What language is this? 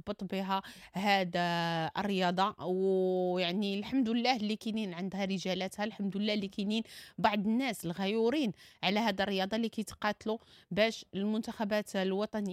Moroccan Arabic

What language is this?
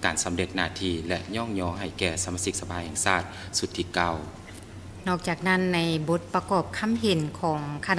Lao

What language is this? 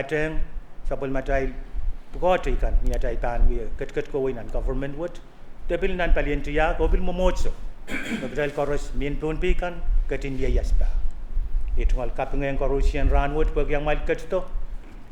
Pohnpeian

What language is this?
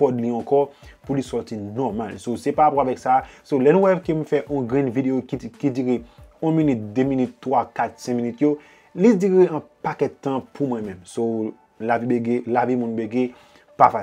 Haitian Creole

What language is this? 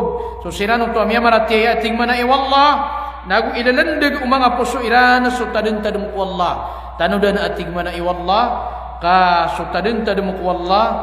Maranao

